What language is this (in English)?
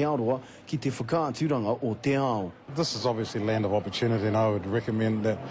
Māori